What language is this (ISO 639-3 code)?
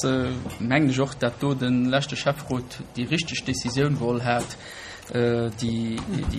ltz